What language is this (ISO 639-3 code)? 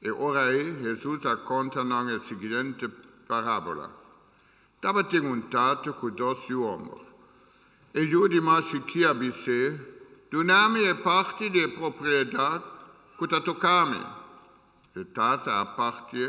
pap